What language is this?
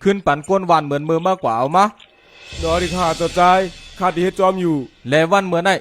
Shan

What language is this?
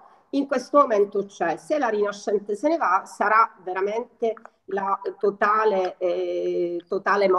Italian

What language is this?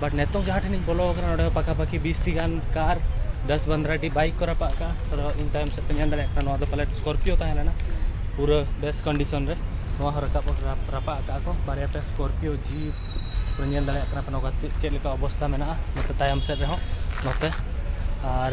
Santali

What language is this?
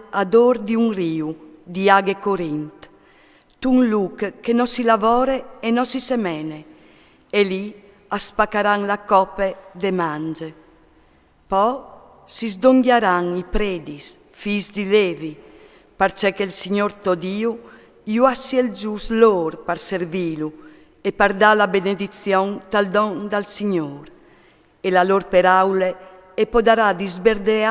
Friulian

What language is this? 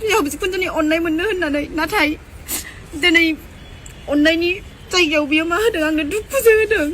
Bodo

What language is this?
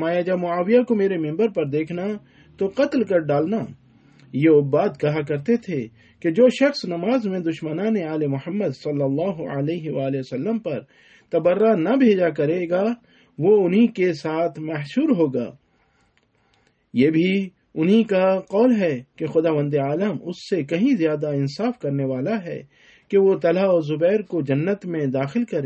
Urdu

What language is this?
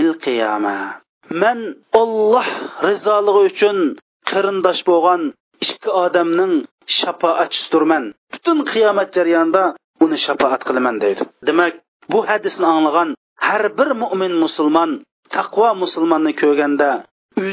Uyghur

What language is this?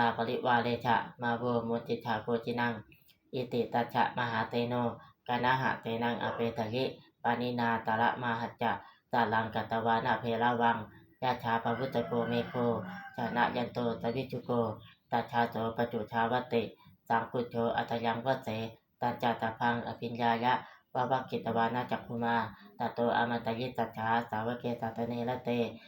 Pali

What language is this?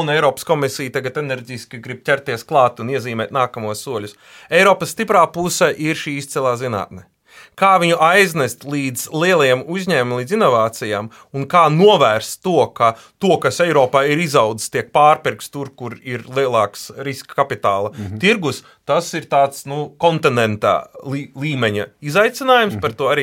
Latvian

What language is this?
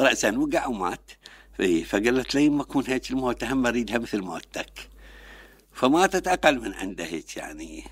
Mesopotamian Arabic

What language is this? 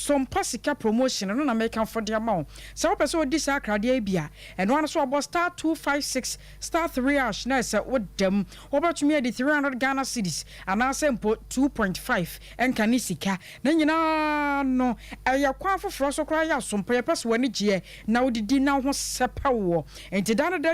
Akan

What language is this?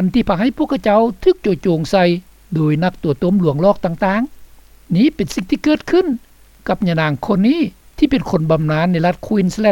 Lao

